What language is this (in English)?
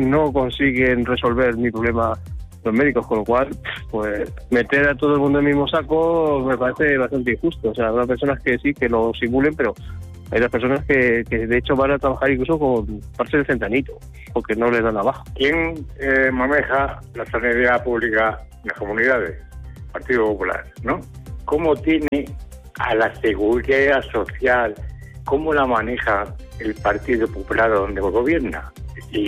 Spanish